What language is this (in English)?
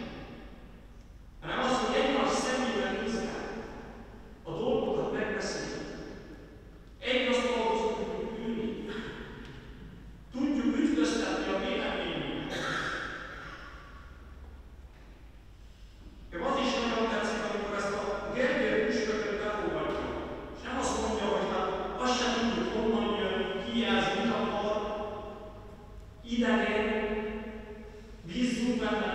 Hungarian